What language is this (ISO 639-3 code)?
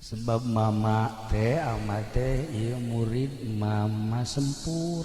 sun